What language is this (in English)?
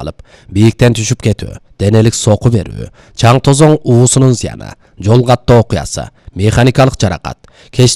Kyrgyz